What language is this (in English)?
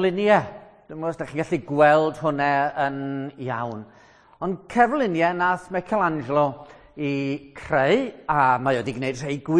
Welsh